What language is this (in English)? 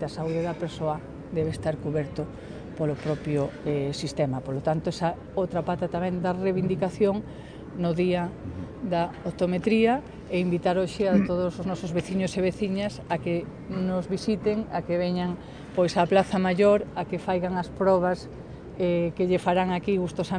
Galician